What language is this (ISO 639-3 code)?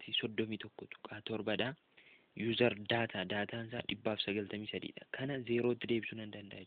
orm